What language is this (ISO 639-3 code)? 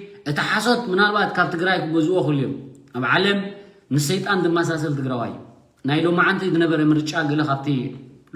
tir